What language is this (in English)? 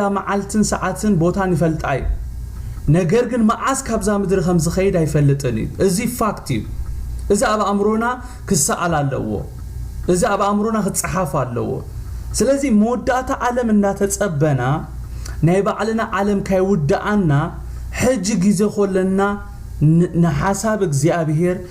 Tigrinya